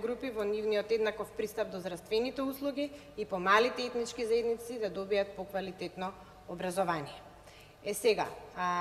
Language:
Macedonian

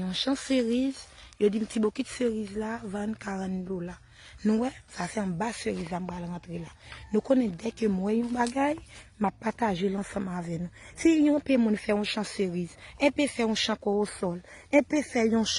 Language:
Haitian Creole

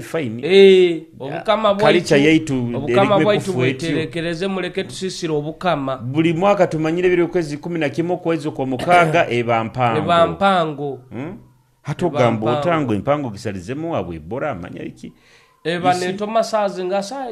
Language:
Nyoro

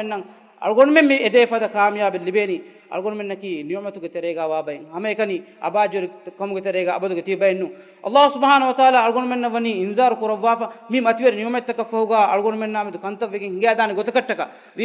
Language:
Divehi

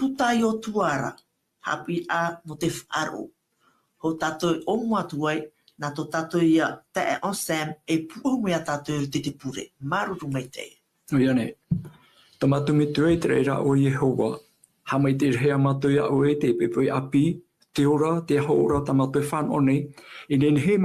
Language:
Tahitian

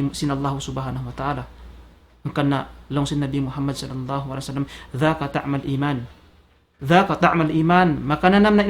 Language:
Tausug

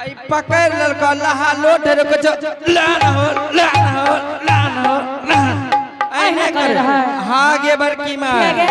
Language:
Angika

